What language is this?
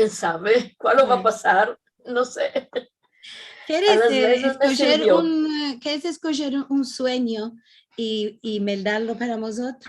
Ladino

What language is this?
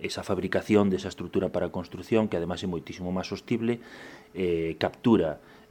Galician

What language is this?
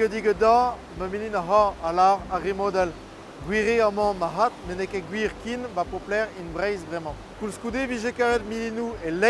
Breton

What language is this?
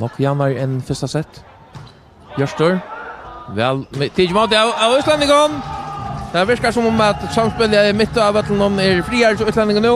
Faroese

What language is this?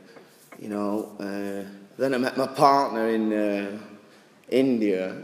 Swedish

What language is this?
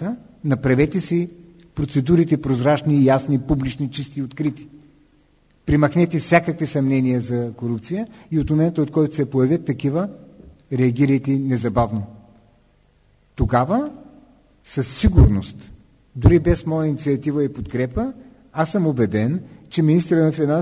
Bulgarian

